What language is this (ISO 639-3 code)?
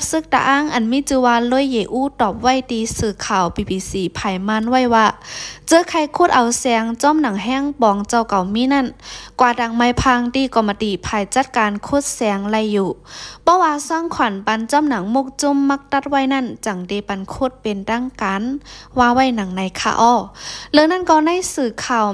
shn